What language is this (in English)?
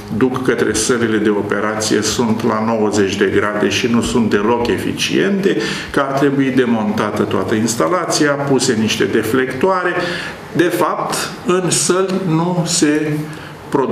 Romanian